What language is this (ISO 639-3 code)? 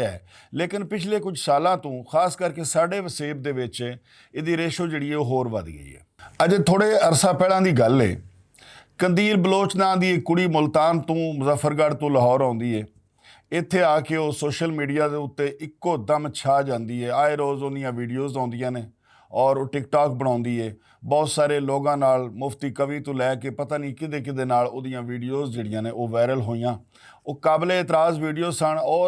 lah